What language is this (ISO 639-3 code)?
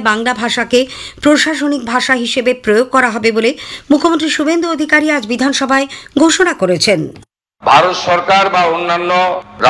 ben